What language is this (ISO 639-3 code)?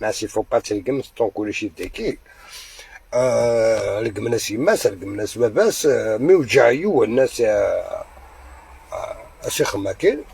arq